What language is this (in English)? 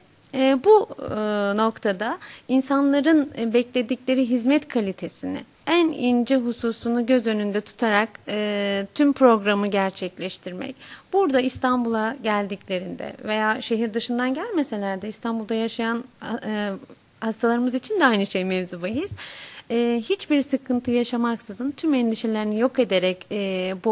Turkish